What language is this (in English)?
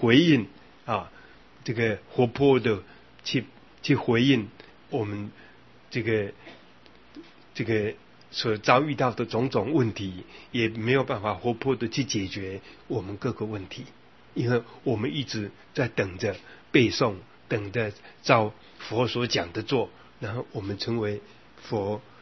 Chinese